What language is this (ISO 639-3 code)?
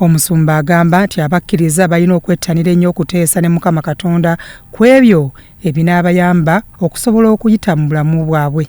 lug